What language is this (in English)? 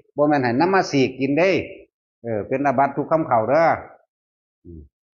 Northeastern Thai